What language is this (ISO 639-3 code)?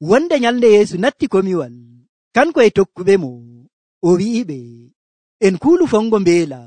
fuv